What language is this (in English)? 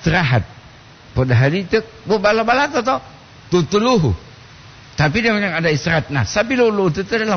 Gorontalo